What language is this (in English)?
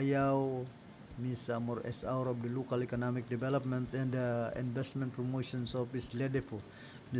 Bikol